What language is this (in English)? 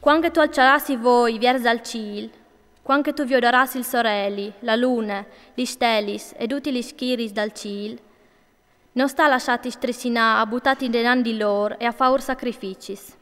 Friulian